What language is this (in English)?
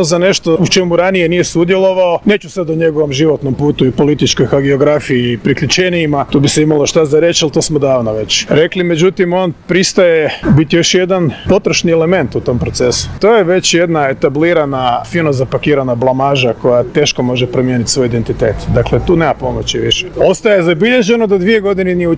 Croatian